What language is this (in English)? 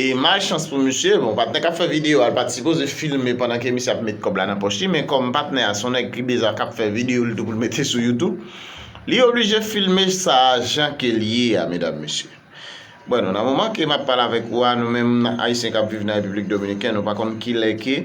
Haitian Creole